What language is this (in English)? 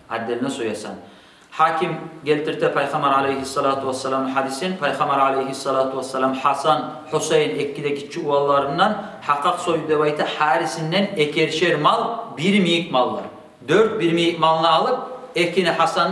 Kumyk